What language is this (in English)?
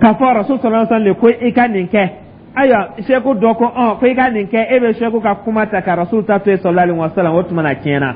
Dyula